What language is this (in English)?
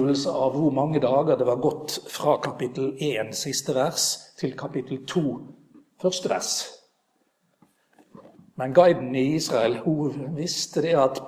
Norwegian